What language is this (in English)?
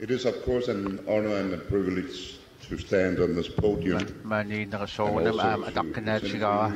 Kalaallisut